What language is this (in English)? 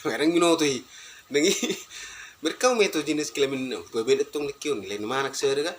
Batak Toba